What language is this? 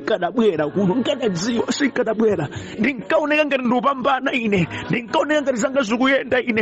Nyanja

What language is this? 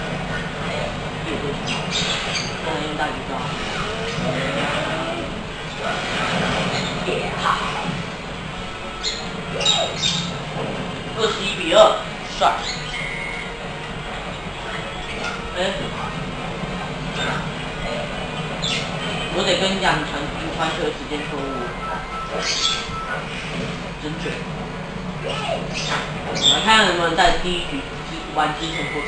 Chinese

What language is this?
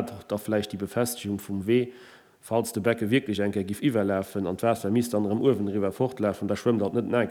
Luxembourgish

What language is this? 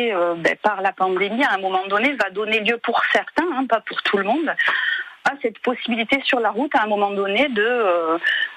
French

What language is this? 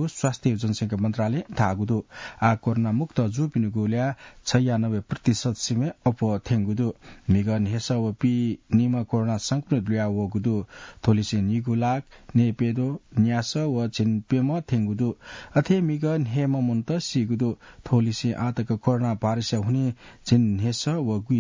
Newari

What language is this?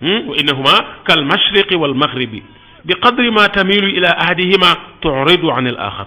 Wolof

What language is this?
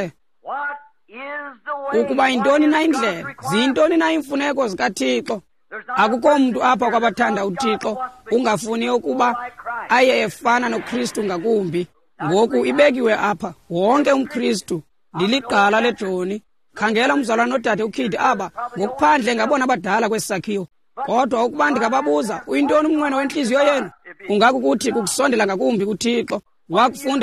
Xhosa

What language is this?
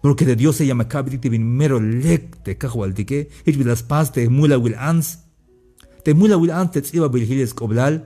Tzeltal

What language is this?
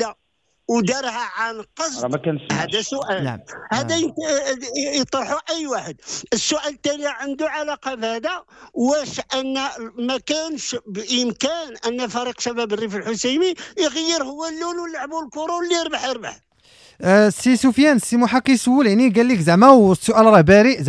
Moroccan Arabic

